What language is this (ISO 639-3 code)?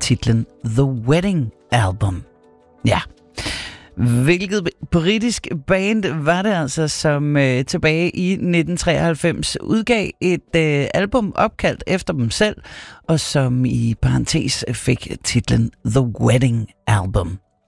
dan